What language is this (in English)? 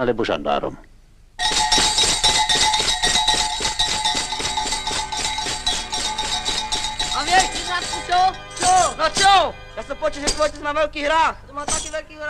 Slovak